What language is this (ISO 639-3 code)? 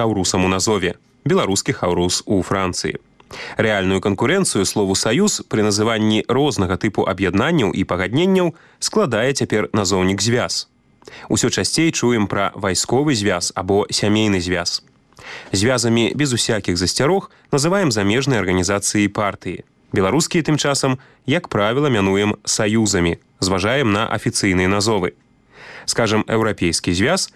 bel